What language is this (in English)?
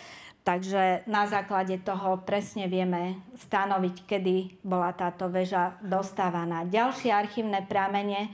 Slovak